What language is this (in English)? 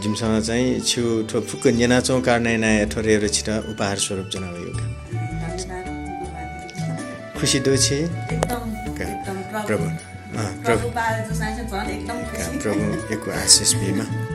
Newari